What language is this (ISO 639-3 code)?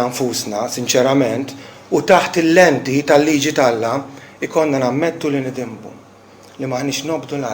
mlt